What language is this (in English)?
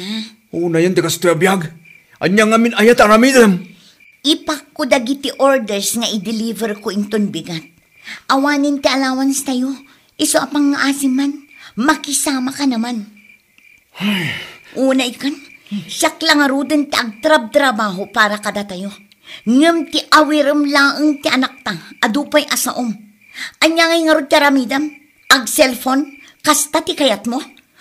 Iloko